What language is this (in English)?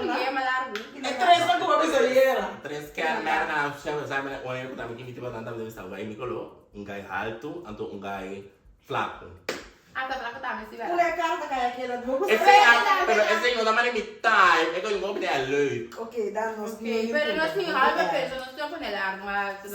Papiamento